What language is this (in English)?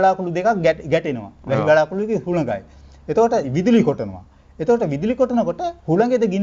Sinhala